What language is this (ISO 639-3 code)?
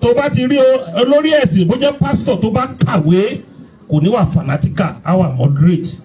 yor